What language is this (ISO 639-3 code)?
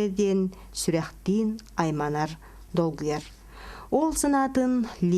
sah